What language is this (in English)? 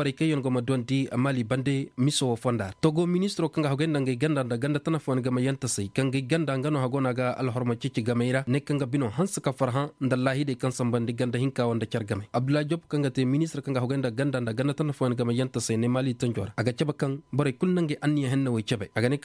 Koyraboro Senni